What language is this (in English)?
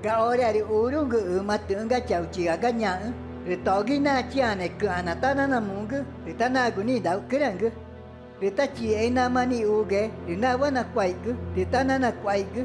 Ticuna